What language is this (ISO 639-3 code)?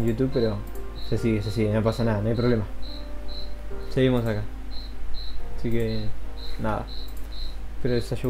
spa